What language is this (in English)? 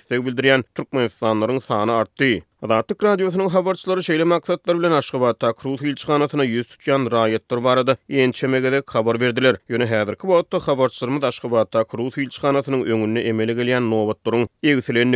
Turkmen